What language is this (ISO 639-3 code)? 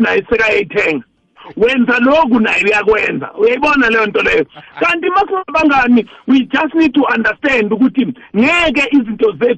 nbl